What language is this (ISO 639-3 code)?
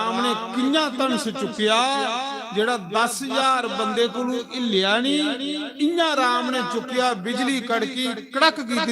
doi